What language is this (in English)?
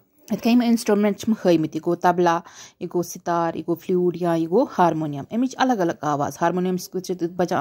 Kashmiri